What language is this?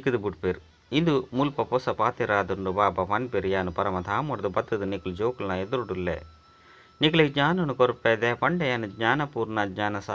Tulu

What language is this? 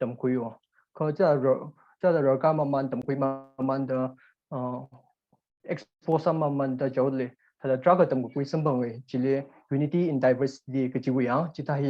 Tangkhul Naga (India)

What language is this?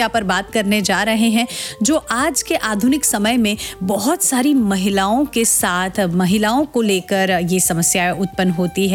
Hindi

